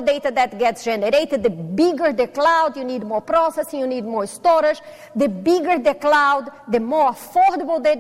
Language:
English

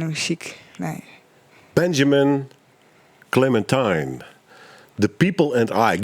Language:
Western Frisian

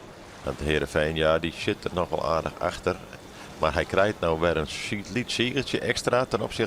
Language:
Western Frisian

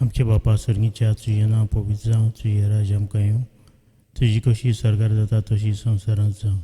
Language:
Konkani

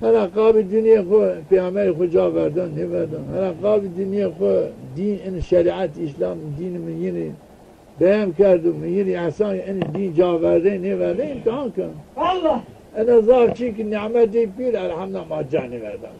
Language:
Zaza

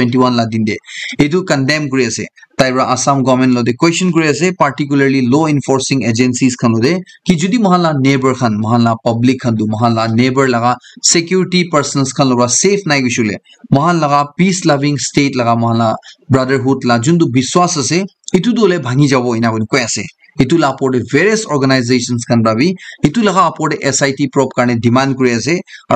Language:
Naga Pidgin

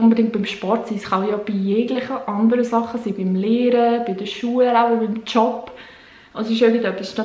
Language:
Swiss German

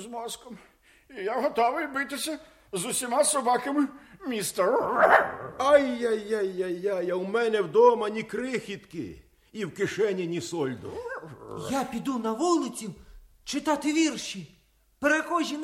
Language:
Ukrainian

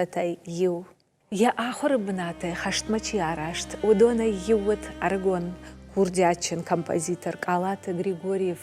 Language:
Ossetic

